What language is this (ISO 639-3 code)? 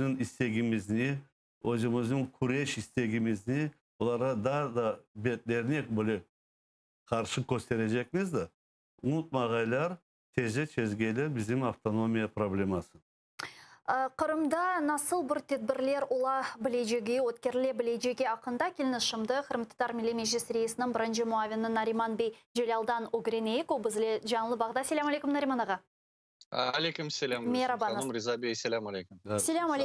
crh